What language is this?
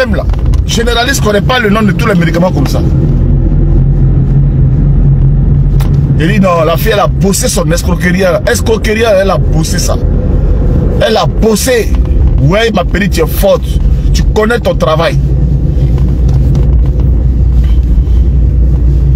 French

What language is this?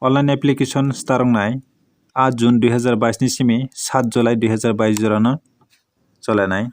Kok Borok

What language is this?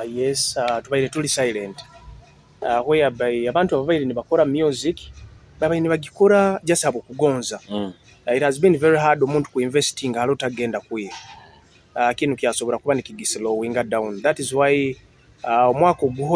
Nyoro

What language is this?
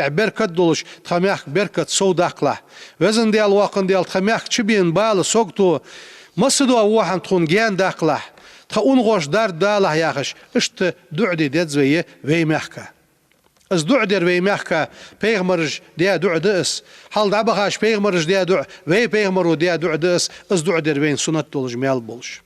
Ingush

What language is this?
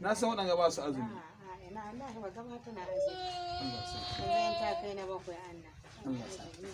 Hausa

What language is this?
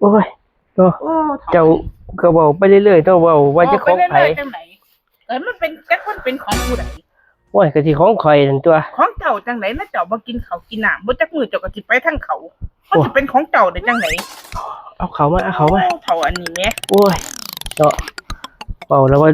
Northeastern Thai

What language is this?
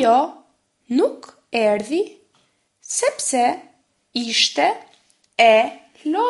Albanian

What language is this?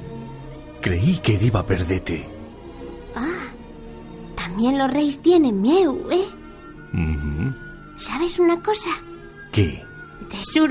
Asturian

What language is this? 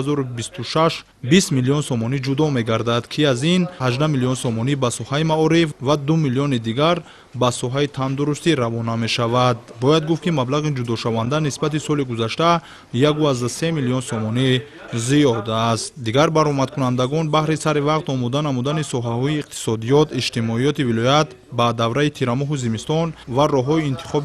Tajik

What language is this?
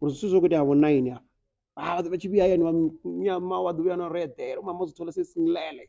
Venda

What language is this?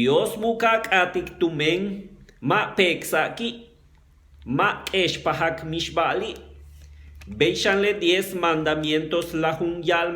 Yucateco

